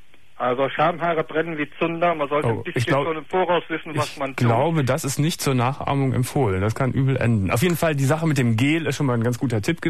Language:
German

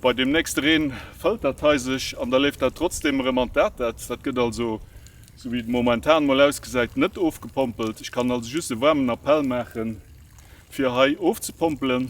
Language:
Luxembourgish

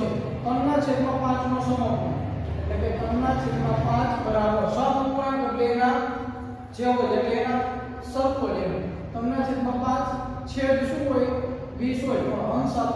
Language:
Gujarati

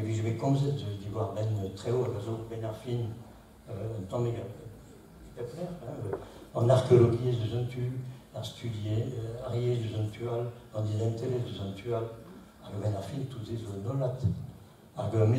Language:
Breton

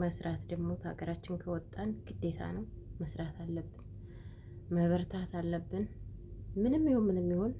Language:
Amharic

